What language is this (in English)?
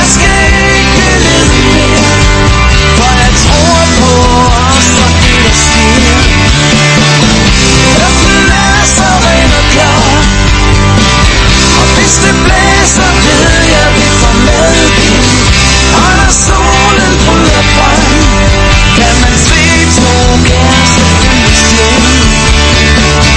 Danish